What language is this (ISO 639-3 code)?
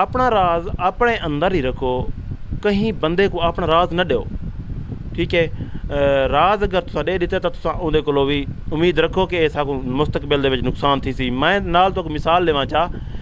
skr